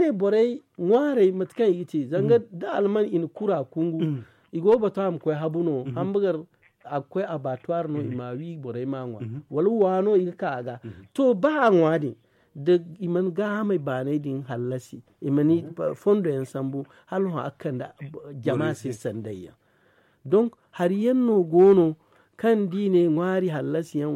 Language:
Zarma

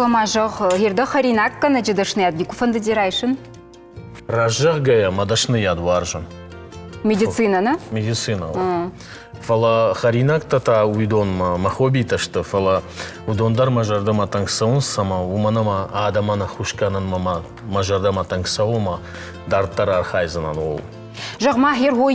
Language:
Ossetic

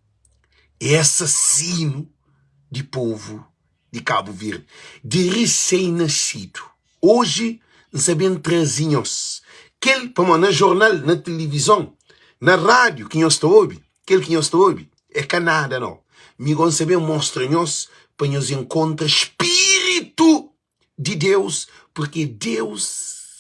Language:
Kabuverdianu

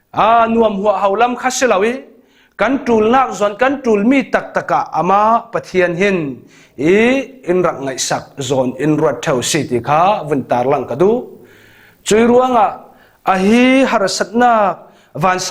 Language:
Falam Chin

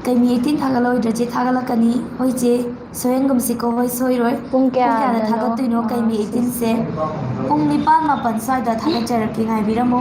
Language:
Manipuri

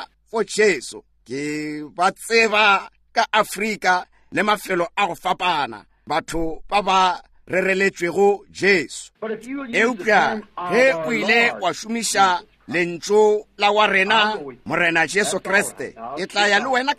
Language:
Northern Sotho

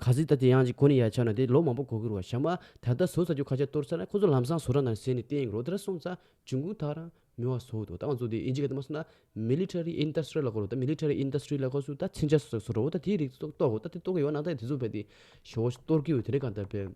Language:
Tibetan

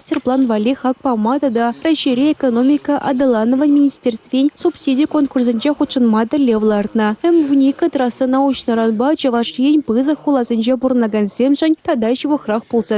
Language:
Chuvash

